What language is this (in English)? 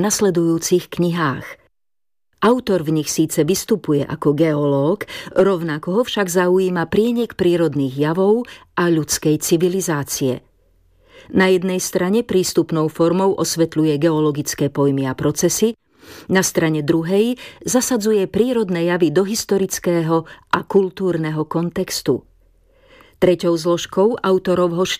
Slovak